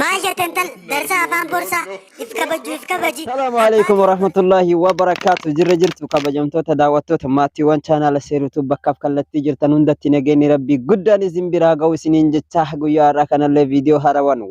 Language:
Oromo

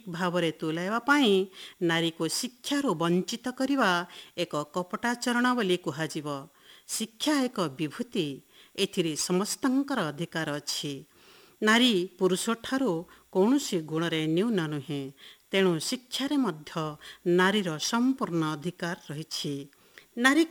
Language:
Odia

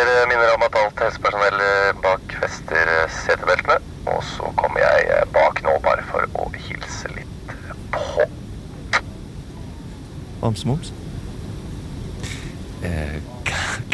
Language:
Norwegian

